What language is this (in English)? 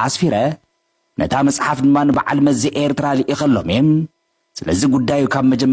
Tigrinya